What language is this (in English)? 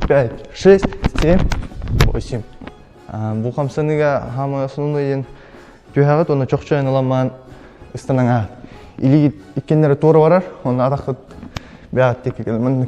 Yakut